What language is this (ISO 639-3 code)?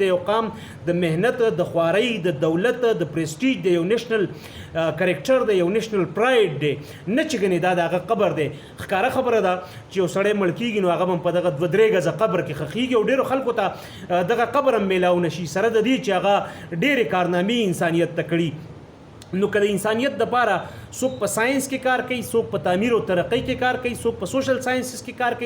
pus